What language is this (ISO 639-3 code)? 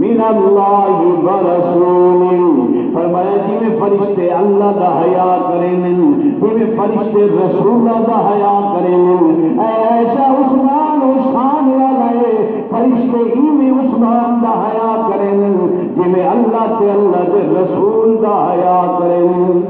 skr